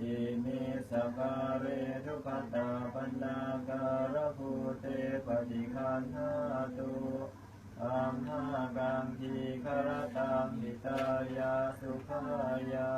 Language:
Pali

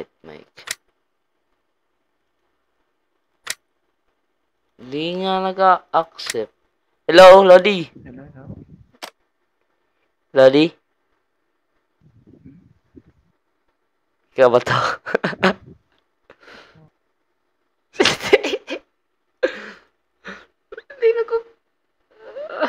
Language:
Filipino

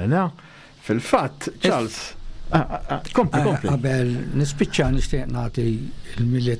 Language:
Maltese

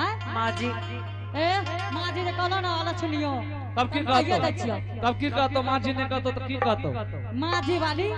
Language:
Angika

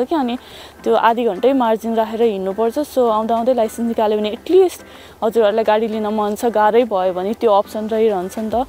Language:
Nepali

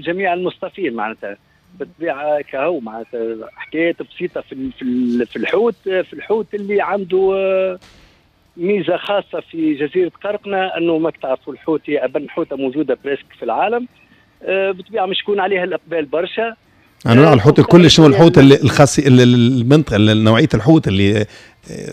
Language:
Tunisian Arabic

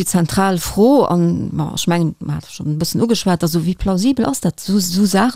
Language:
Luxembourgish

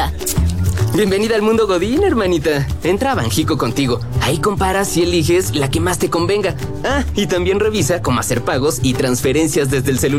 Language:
Spanish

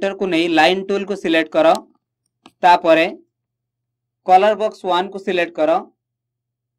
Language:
Odia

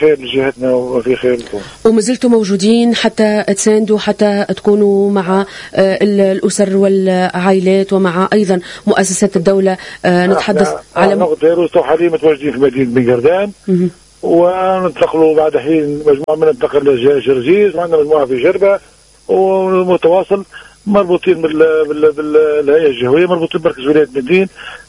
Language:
Tunisian Arabic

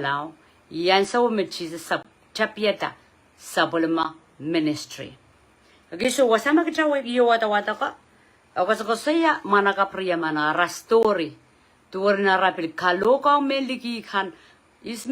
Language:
Pohnpeian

